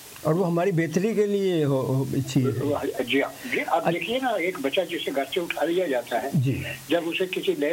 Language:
Urdu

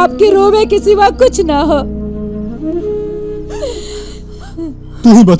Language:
Bhojpuri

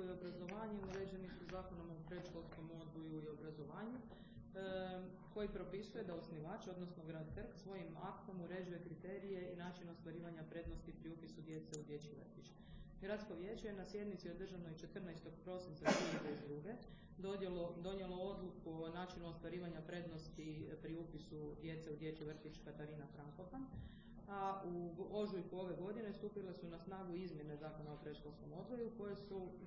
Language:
Croatian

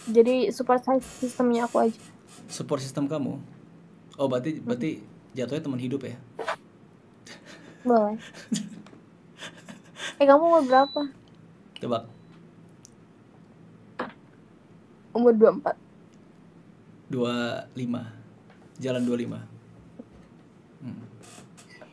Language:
Indonesian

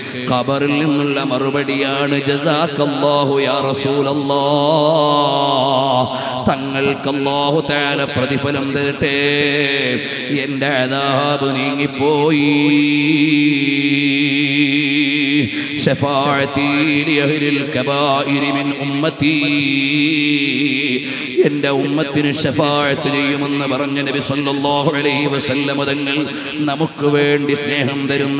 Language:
Malayalam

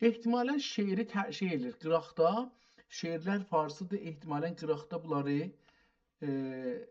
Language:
South Azerbaijani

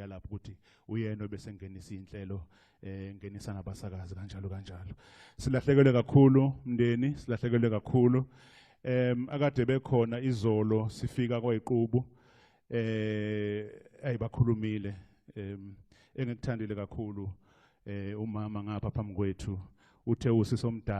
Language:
Zulu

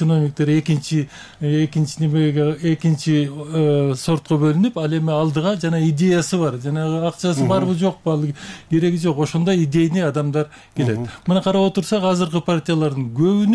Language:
Kyrgyz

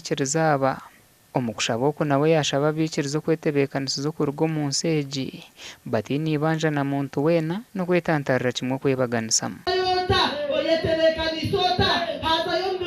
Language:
Nyankole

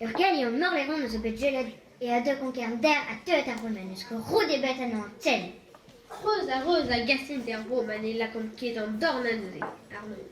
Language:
Breton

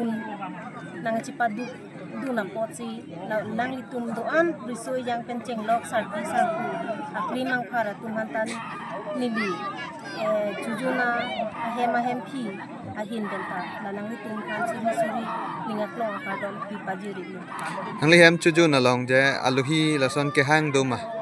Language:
Karbi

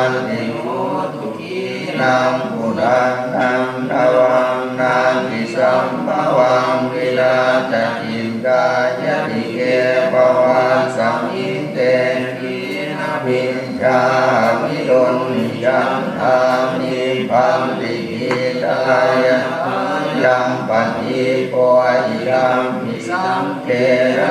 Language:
Pali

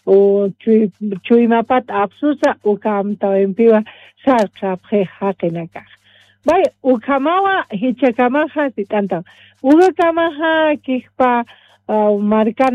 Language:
Aymara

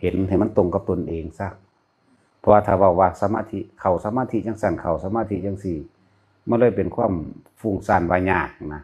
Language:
Northeastern Thai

